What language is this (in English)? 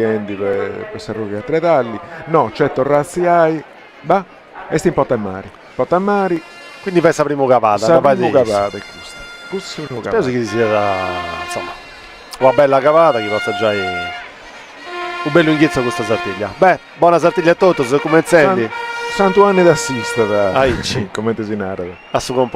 Sardinian